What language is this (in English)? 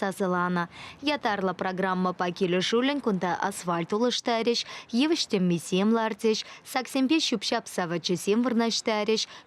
Chuvash